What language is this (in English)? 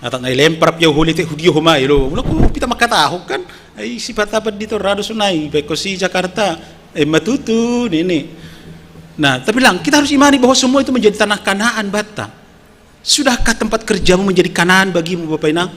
Batak Simalungun